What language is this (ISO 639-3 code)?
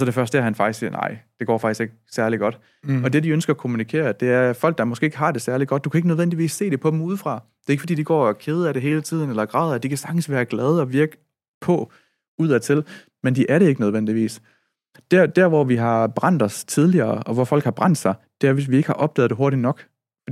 dan